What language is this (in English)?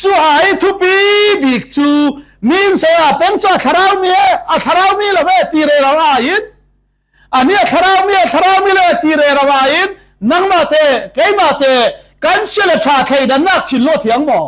Falam Chin